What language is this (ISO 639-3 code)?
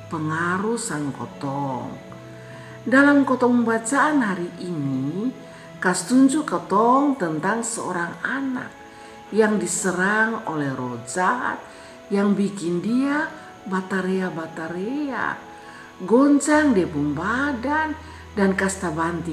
mkn